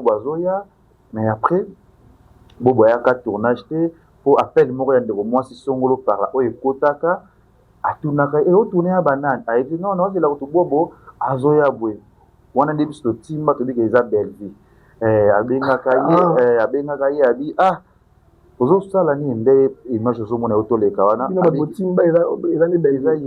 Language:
Lingala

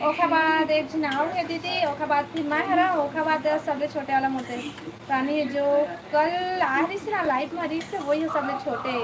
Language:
Chhattisgarhi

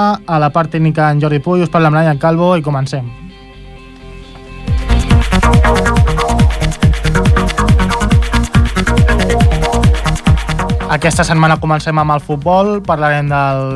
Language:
Catalan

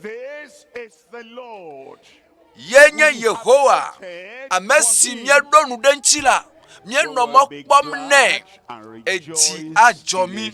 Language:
Ewe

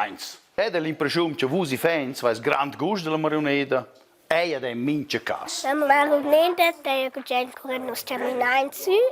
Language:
Romansh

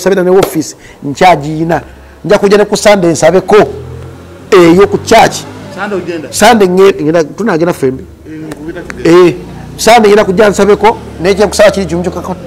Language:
Ganda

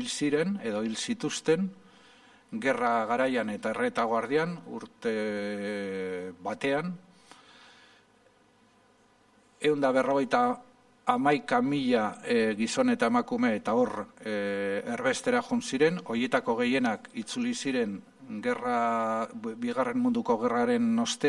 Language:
Basque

